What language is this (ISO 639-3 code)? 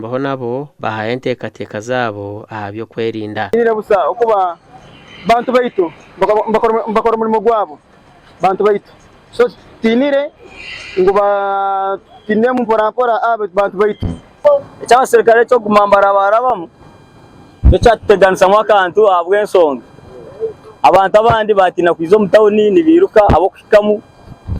nyn